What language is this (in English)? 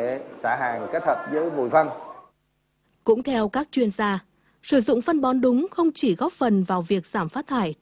Vietnamese